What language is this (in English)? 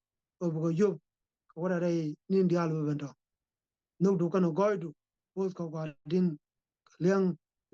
Nuer